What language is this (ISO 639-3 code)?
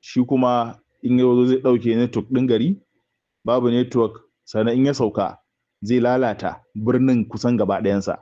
hau